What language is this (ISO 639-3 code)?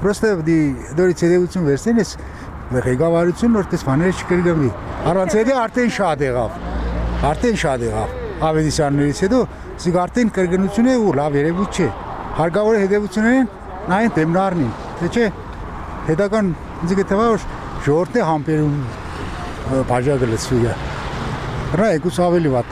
hye